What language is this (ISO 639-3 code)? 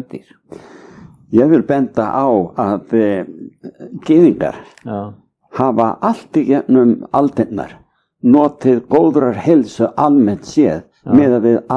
isl